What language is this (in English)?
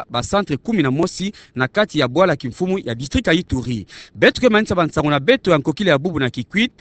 Kituba (Democratic Republic of Congo)